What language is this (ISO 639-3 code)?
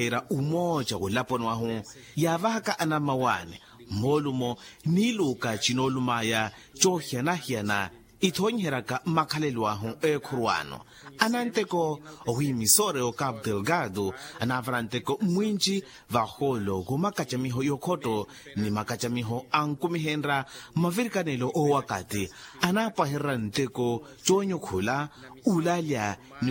vmw